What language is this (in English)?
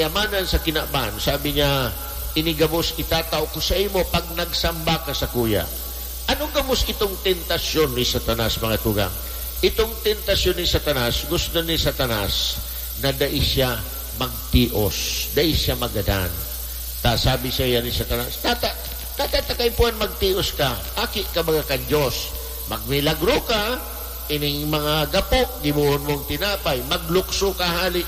Bikol